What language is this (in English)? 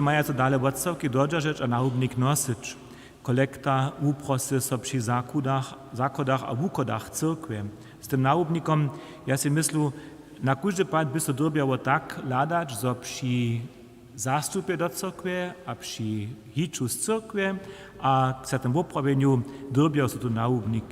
Upper Sorbian